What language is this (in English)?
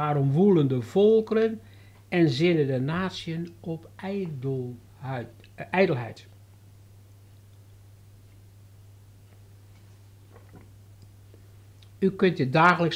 Dutch